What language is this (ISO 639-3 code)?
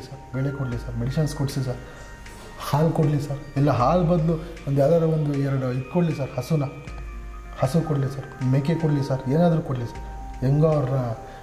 kan